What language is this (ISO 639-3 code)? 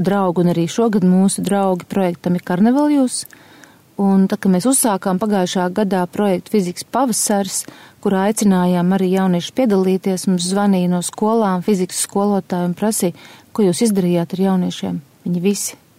lav